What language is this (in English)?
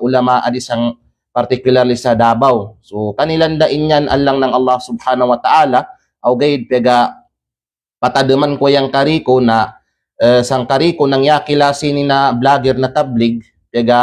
Kalagan